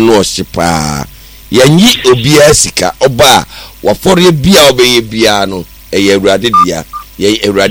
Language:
Akan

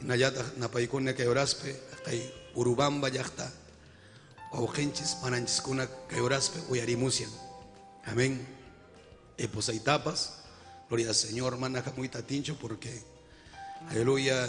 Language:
Ayacucho Quechua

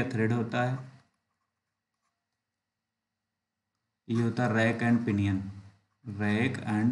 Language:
Hindi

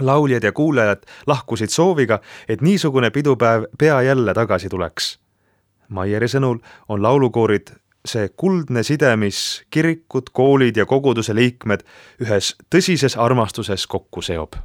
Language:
Estonian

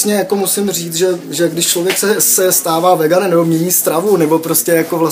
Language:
Czech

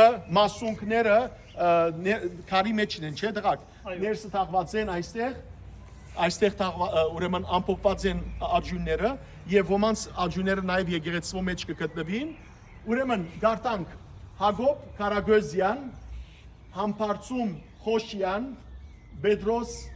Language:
Western Armenian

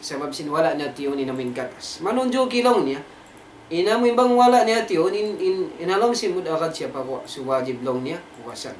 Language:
Tausug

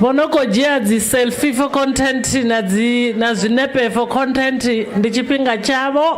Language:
Venda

